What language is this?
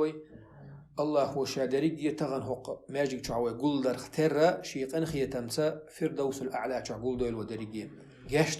Chechen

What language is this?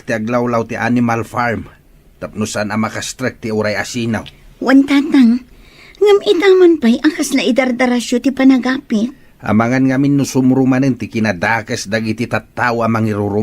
Iloko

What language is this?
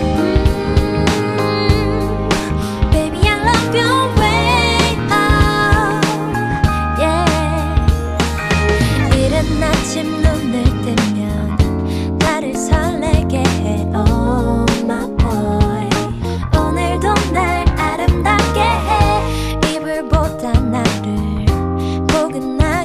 Korean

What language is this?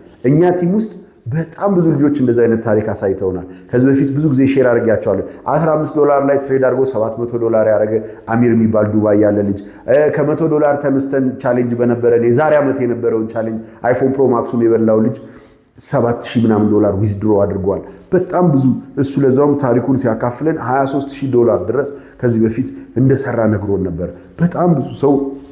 Amharic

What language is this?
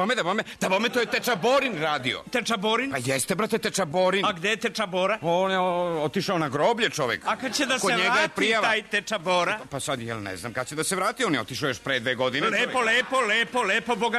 Serbian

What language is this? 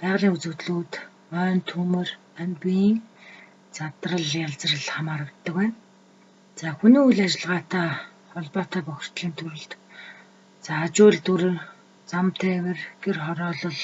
Mongolian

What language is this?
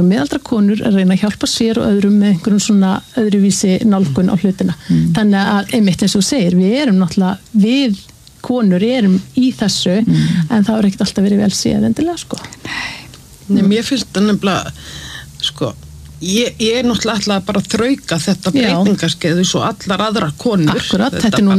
Icelandic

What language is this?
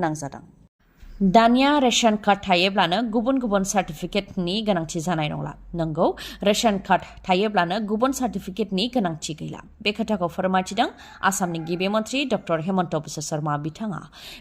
Bodo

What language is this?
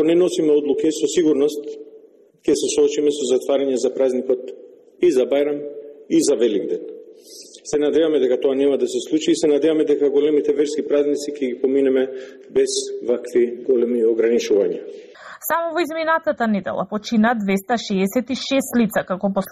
Macedonian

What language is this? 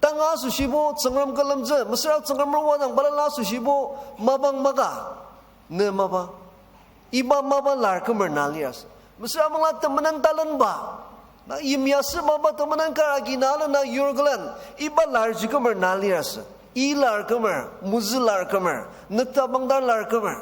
Ao Naga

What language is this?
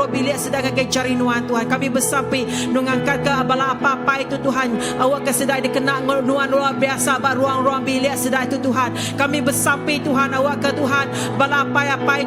Iban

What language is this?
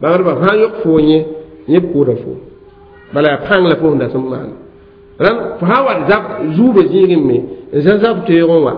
Mossi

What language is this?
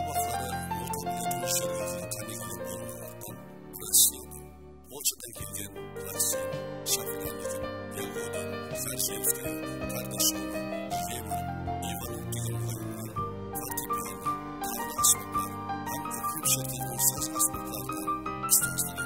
Kara-Kalpak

